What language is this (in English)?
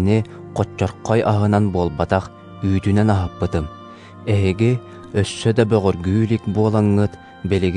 Yakut